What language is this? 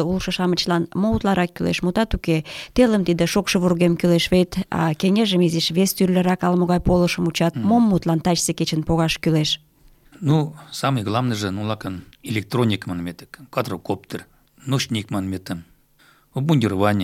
Mari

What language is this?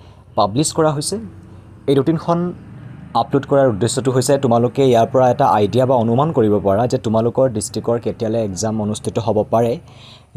Assamese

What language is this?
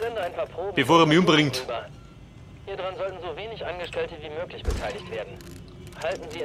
Bavarian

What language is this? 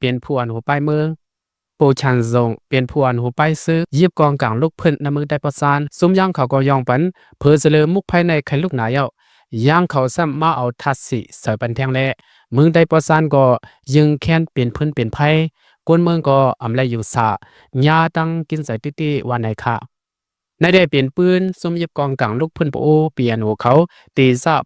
Lao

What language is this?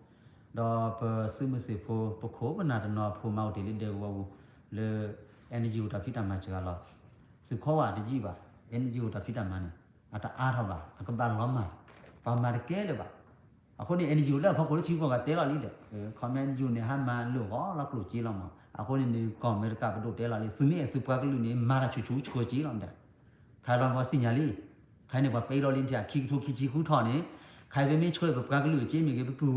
S'gaw Karen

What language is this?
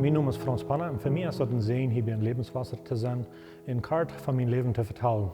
Plautdietsch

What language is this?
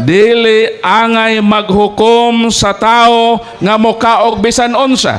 Cebuano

